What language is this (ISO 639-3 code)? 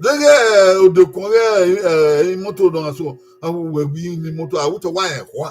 bin